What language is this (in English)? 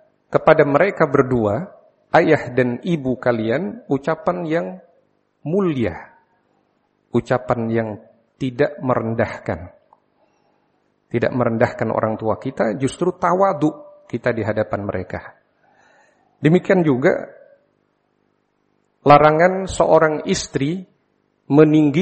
Indonesian